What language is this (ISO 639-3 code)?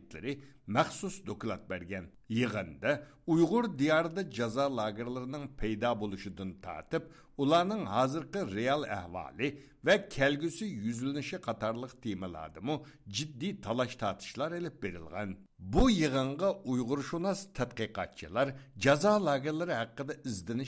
uig